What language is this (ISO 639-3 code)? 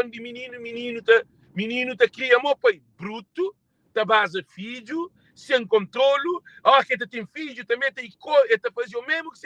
kea